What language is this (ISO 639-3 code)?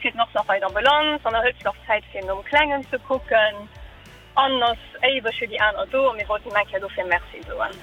ltz